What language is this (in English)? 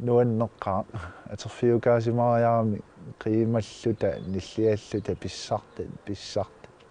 Kalaallisut